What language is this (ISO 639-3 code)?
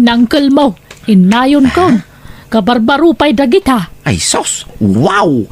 ilo